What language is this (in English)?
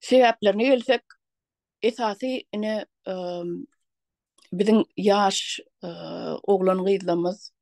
Turkmen